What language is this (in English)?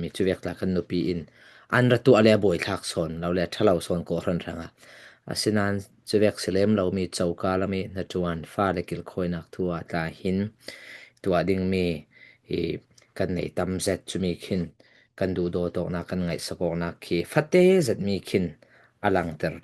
Falam Chin